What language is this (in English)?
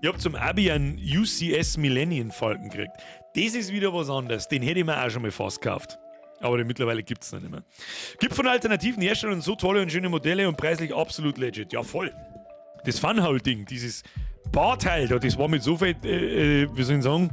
Bavarian